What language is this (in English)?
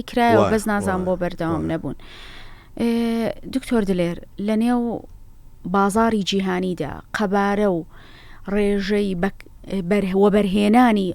Central Kurdish